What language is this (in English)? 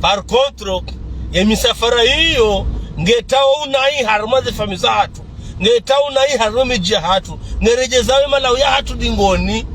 Ngazidja Comorian